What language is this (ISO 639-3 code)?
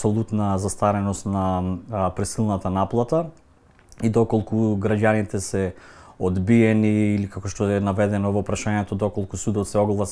mkd